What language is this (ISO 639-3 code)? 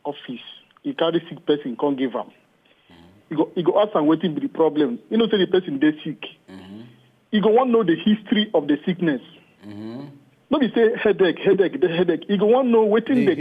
pcm